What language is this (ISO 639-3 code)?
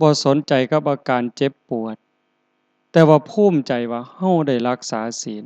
tts